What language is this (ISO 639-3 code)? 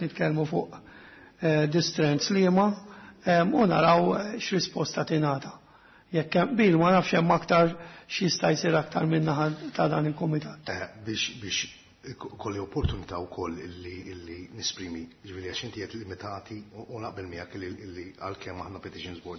mlt